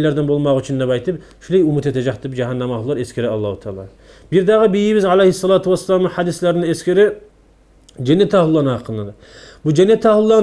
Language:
Kumyk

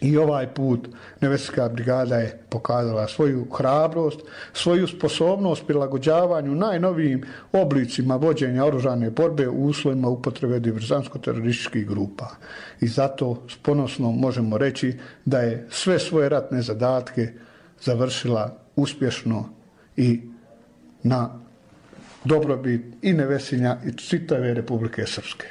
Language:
Bosnian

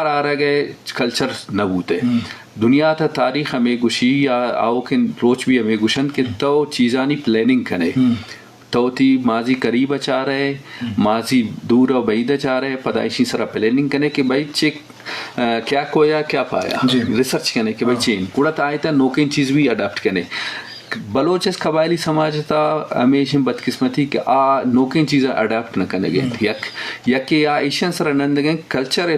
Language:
Eastern Balochi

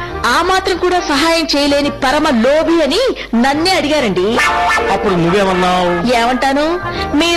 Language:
Telugu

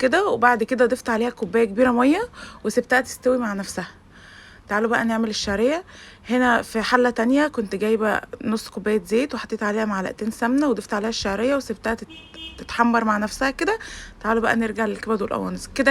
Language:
Egyptian Arabic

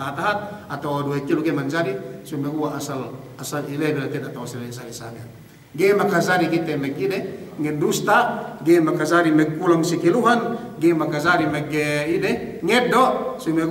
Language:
Yakan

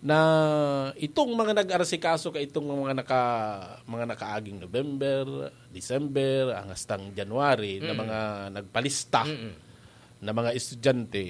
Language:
Bikol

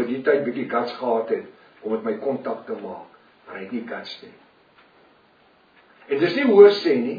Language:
Afrikaans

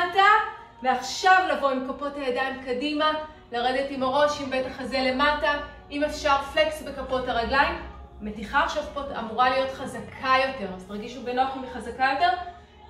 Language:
Hebrew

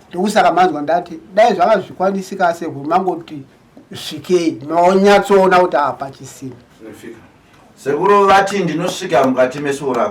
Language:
Shona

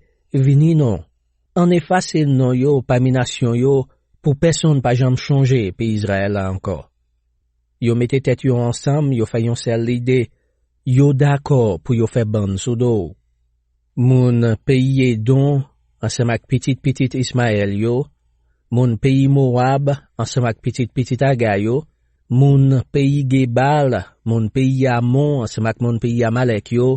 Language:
Haitian Creole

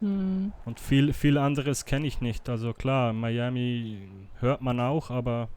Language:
Swiss German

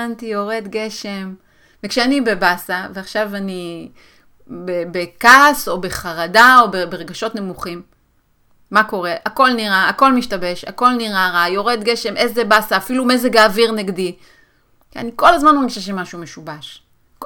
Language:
Hebrew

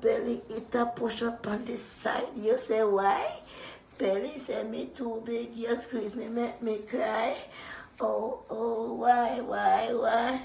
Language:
Jamaican Creole English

